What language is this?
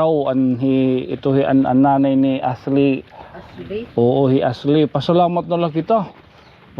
Waray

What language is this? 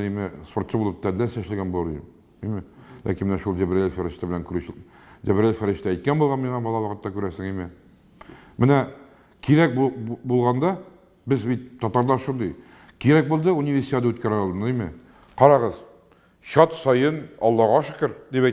Tatar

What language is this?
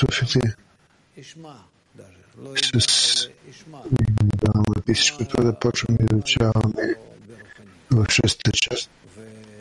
Bulgarian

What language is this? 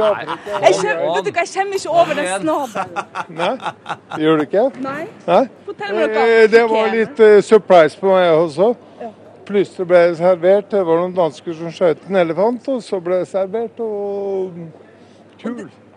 Norwegian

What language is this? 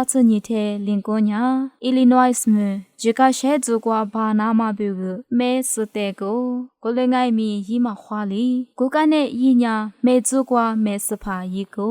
Lisu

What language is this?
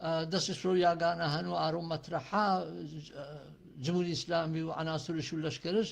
Gurani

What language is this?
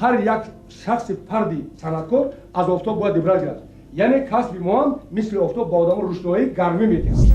Tajik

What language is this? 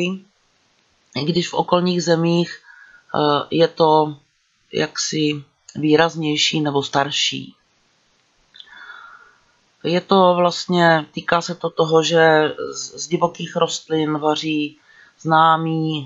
Czech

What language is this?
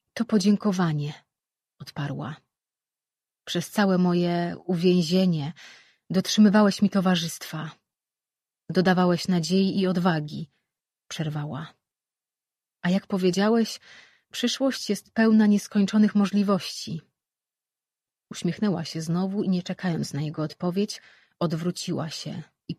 Polish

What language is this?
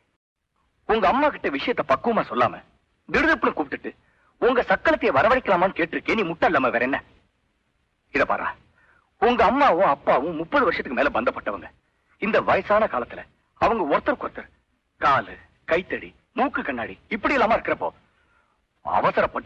Tamil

